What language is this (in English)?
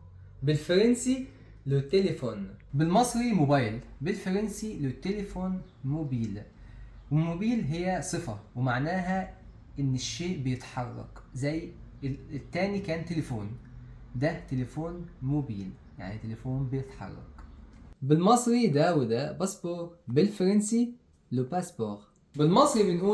Egyptian Arabic